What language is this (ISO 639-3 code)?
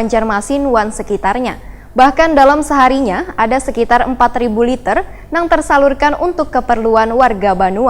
bjn